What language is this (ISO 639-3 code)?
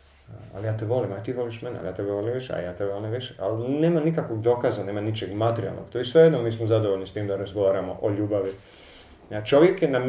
hrv